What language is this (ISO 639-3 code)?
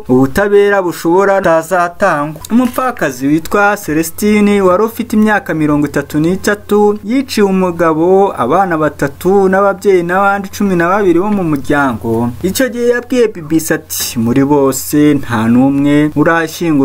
kin